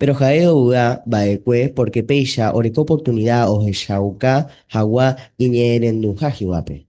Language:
Guarani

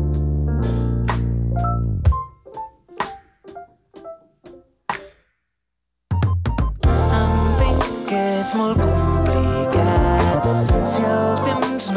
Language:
Catalan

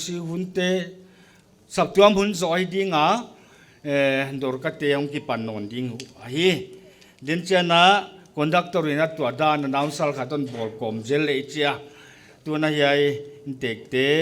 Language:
Paite Chin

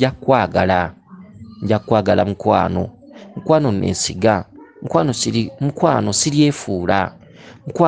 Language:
Ganda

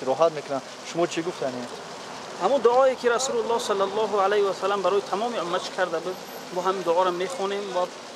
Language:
Tajik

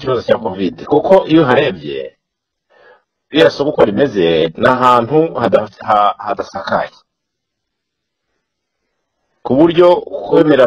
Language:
Kinyarwanda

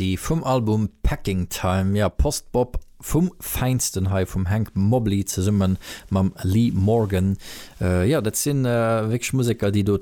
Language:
Luxembourgish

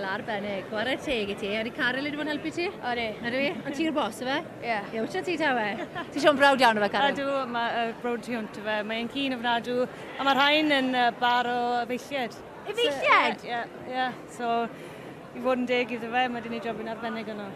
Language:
Welsh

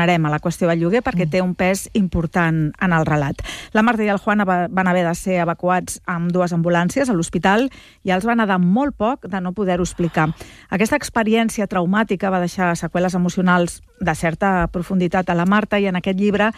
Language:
Catalan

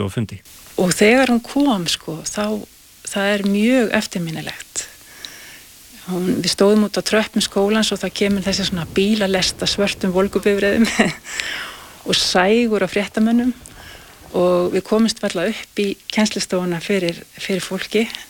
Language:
Icelandic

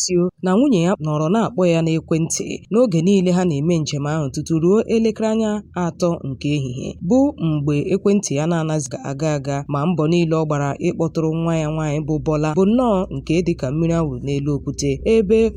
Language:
Igbo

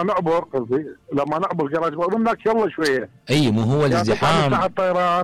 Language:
Mesopotamian Arabic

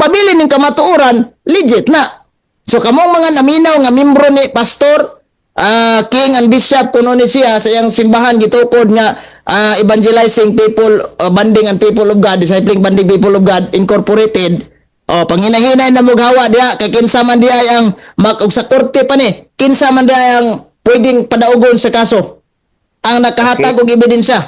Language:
Cebuano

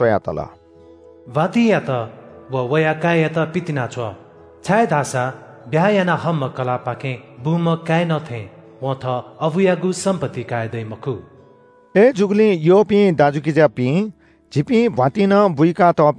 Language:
Newari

